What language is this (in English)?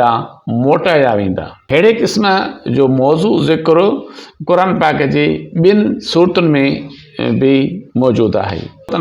Sindhi